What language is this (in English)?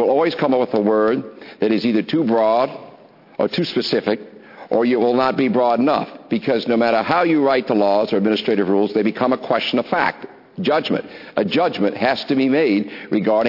English